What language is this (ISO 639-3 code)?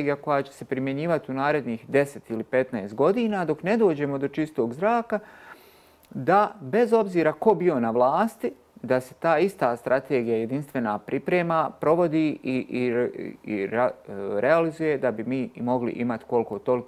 bos